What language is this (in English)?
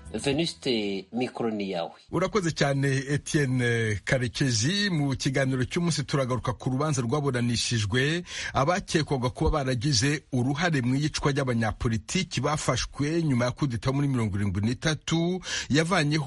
Kinyarwanda